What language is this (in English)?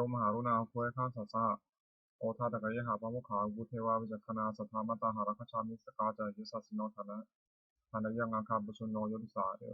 Pali